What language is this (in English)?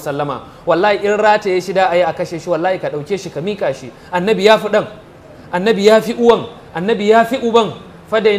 Hausa